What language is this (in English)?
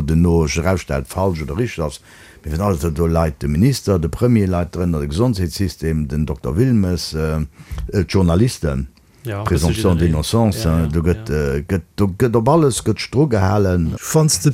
Luxembourgish